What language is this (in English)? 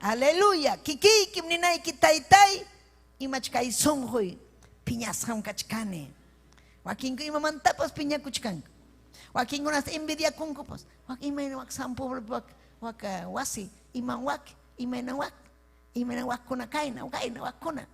Ayacucho Quechua